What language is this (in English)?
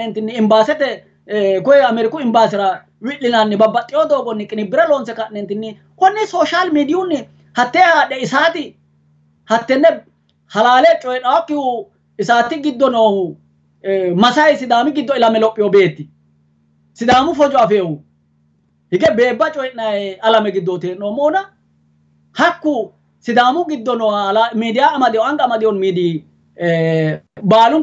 Sidamo